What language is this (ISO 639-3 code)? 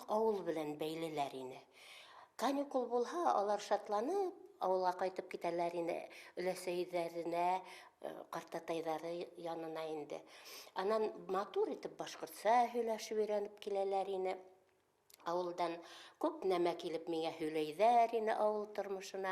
bak